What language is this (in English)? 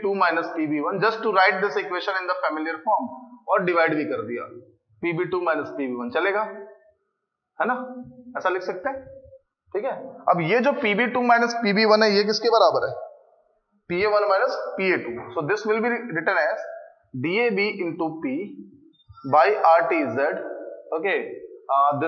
Hindi